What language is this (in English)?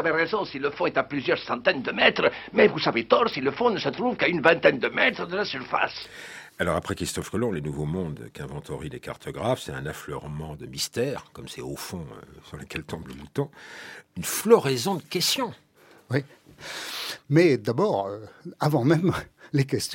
French